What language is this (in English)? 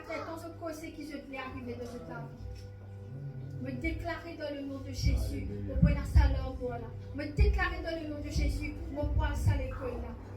Morisyen